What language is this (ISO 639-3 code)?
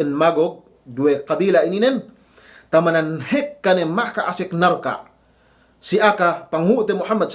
yka